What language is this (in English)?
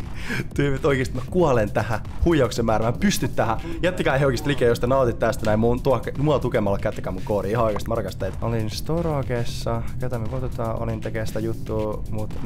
Finnish